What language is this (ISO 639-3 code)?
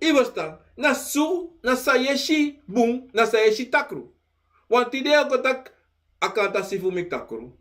srn